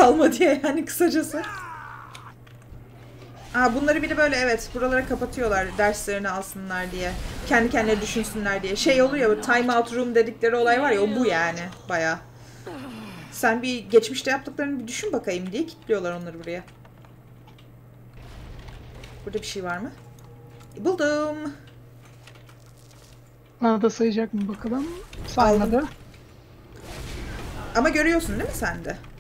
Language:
Turkish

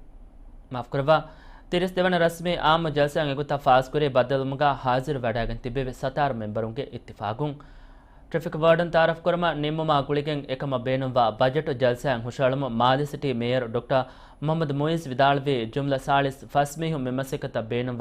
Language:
Divehi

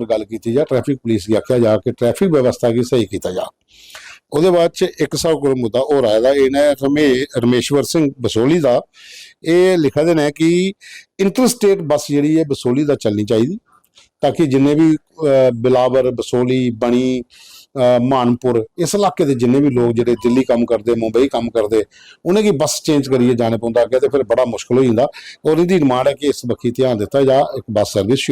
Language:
Dogri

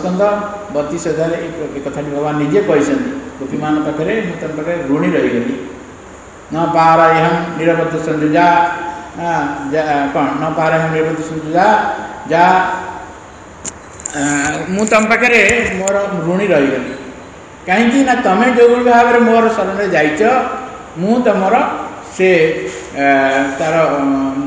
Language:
Odia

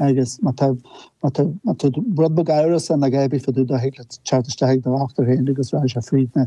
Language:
Irish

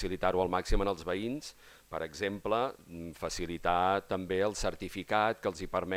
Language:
Catalan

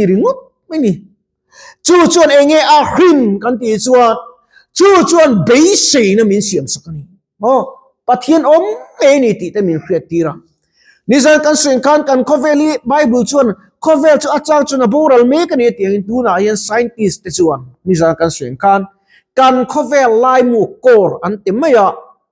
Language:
Mizo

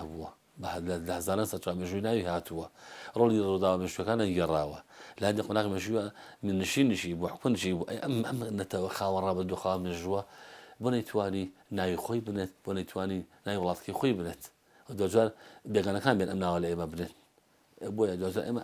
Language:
Central Kurdish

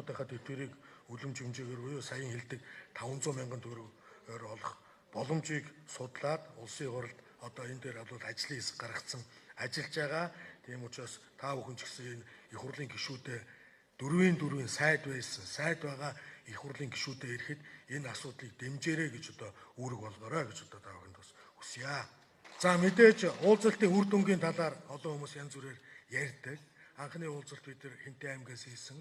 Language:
Mongolian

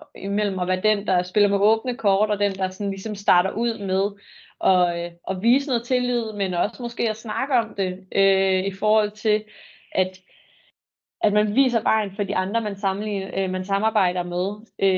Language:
Danish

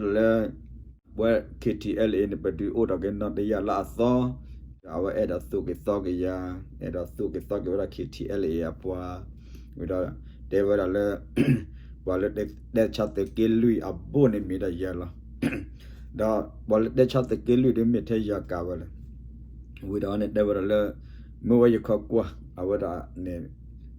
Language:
S'gaw Karen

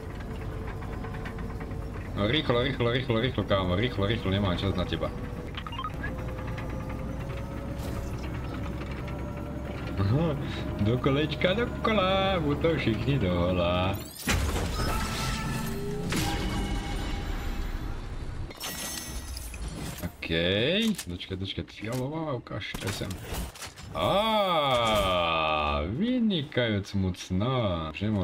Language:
Slovak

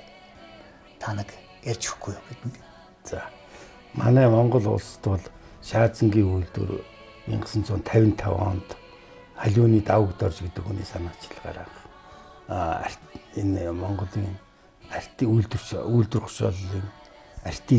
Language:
Mongolian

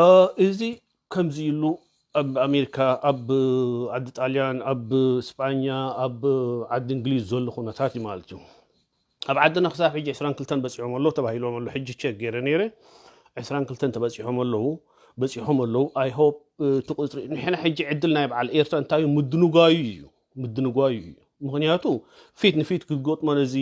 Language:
Tigrinya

